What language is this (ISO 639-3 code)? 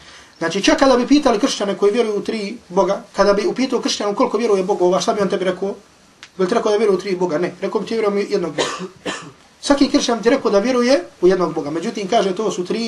bos